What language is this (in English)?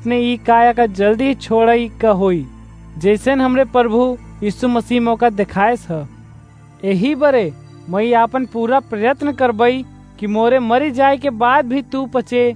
Awadhi